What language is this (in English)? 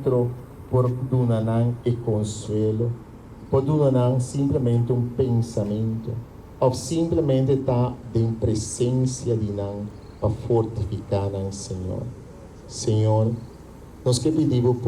Papiamento